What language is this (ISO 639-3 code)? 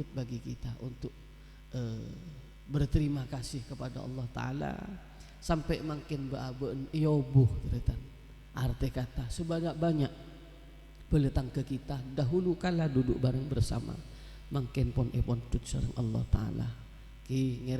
mad